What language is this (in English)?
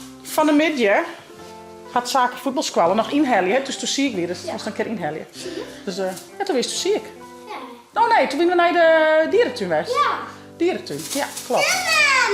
Western Frisian